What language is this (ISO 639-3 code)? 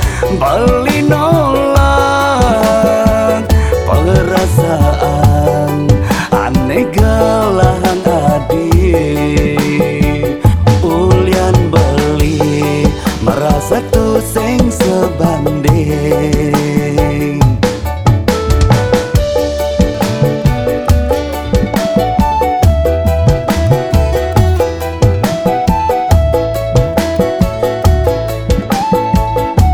ban